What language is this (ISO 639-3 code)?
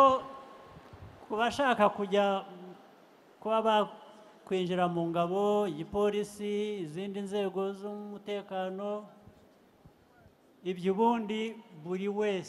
kin